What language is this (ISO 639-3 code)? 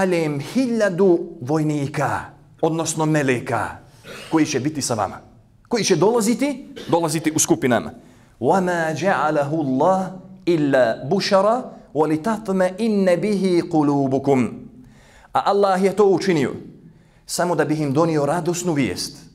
bos